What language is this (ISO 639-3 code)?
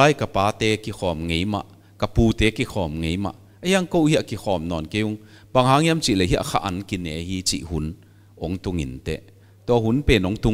pck